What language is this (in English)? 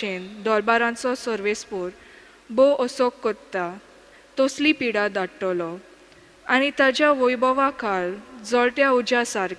Konkani